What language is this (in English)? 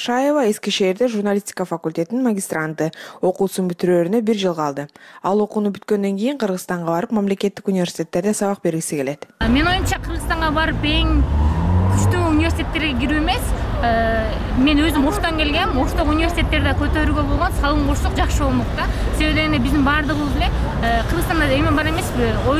Kyrgyz